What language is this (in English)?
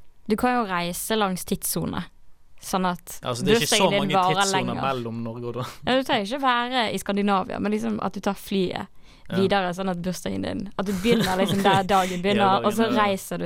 Norwegian